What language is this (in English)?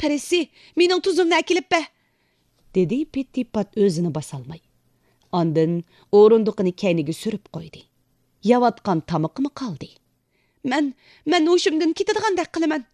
Uyghur